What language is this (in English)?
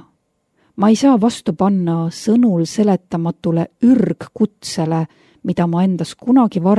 Estonian